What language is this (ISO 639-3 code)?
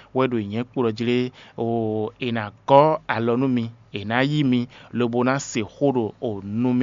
fon